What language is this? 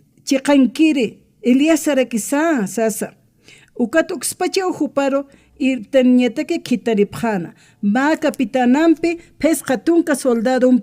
Aymara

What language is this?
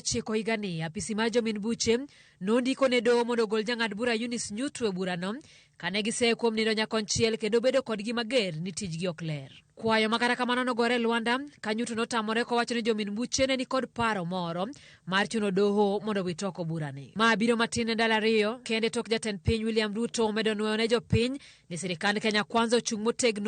Luo (Kenya and Tanzania)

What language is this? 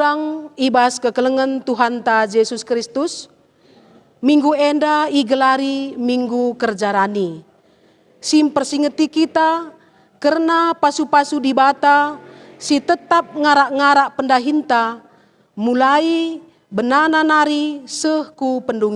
Batak Karo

